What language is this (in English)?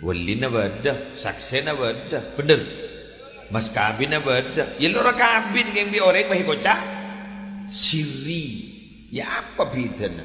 Madurese